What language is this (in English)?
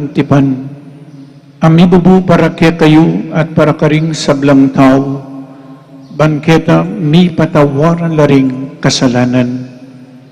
Pampanga